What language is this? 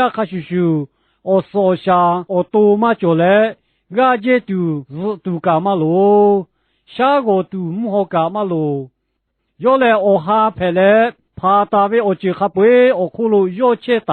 Lahu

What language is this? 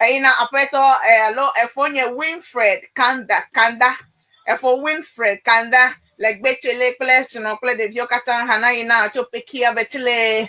Ewe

